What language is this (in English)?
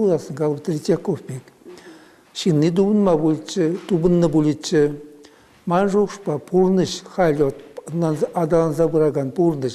Chuvash